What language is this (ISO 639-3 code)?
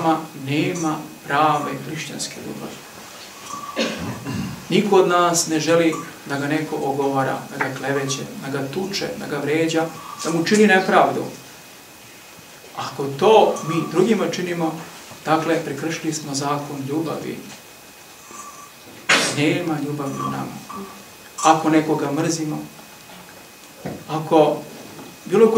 srp